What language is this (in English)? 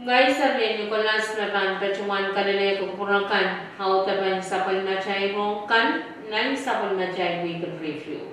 Pohnpeian